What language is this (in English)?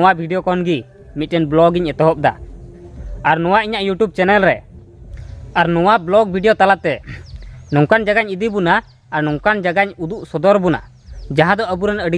Santali